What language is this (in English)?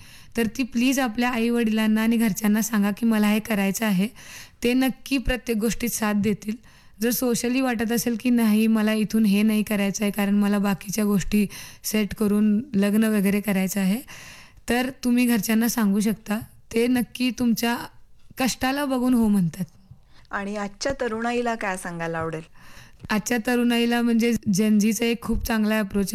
Marathi